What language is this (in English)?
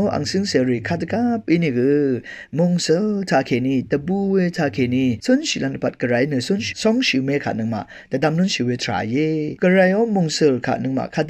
Rawang